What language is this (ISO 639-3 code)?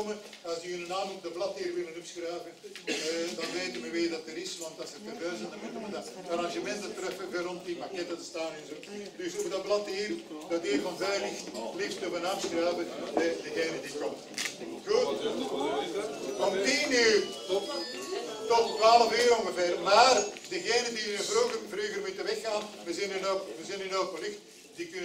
nld